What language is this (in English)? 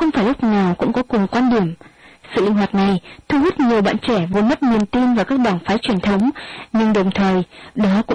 Vietnamese